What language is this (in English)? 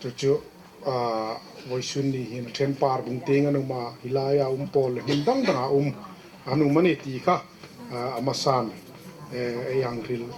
Hmar